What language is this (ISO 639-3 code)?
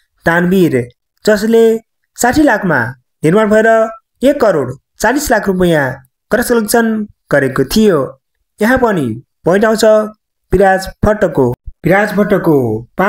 nep